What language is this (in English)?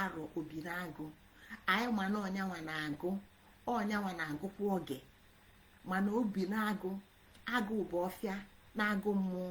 Igbo